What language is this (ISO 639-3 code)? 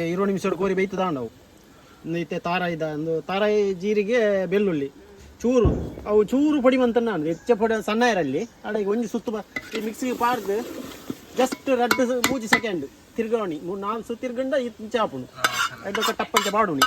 tcy